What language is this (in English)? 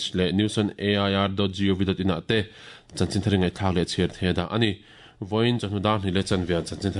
Mizo